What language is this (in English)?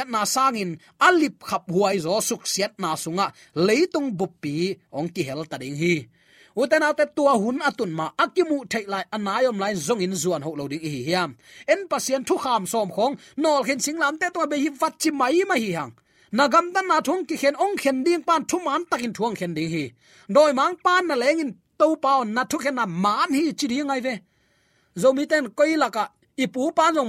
Tedim Chin